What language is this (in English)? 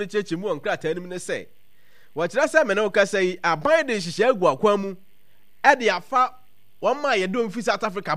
Akan